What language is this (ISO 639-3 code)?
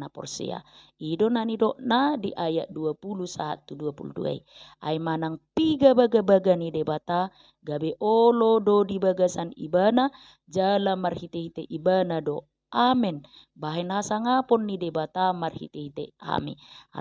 bbc